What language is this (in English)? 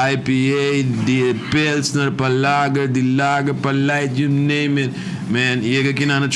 Papiamento